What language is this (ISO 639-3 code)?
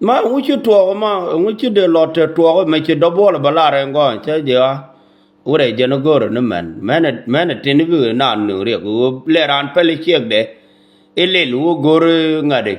nus